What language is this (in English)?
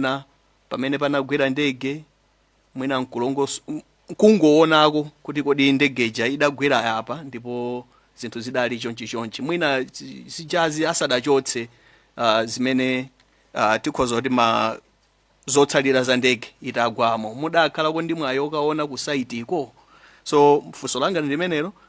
Nyanja